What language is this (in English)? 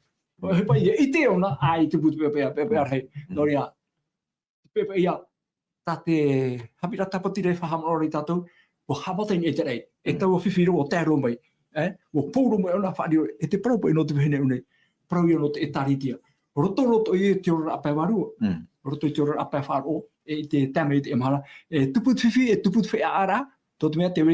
Tahitian